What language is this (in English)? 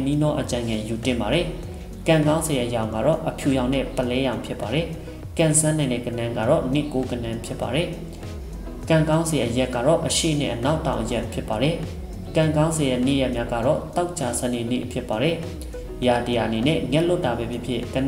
Burmese